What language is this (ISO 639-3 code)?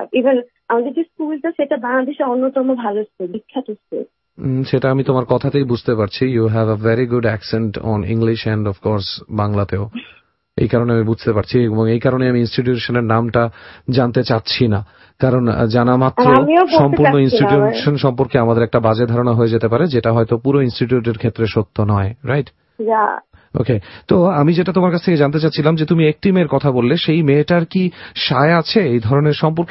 ben